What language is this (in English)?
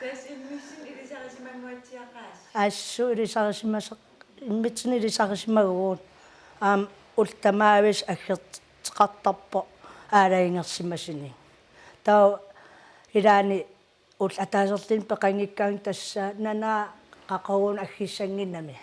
Kalaallisut